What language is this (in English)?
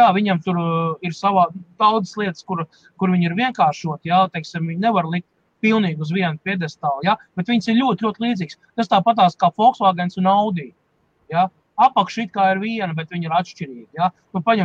Latvian